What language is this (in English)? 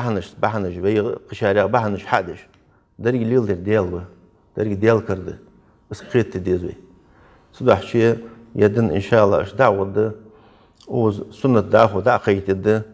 Ingush